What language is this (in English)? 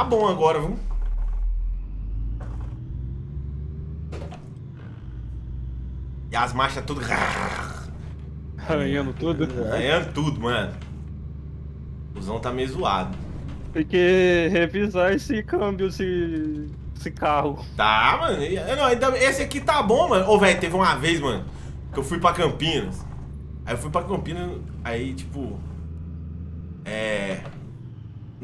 Portuguese